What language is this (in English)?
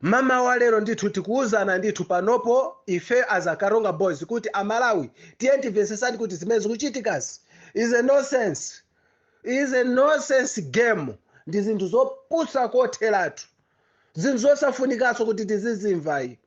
Nyanja